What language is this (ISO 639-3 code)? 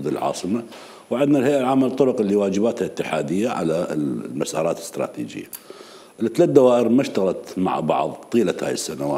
acm